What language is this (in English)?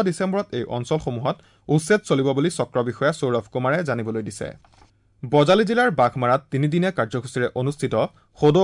Assamese